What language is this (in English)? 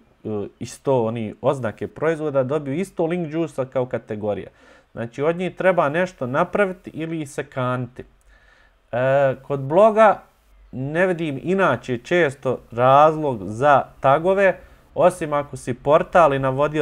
Bosnian